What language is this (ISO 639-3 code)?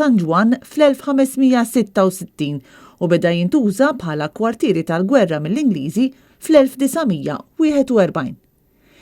mlt